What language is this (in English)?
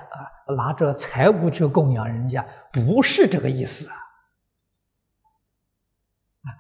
Chinese